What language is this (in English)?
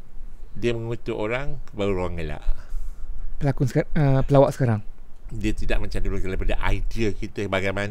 Malay